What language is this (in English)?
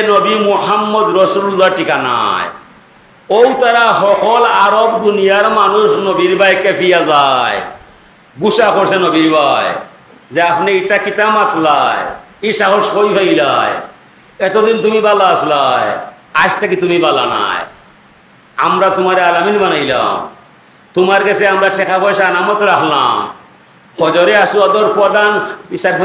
Sylheti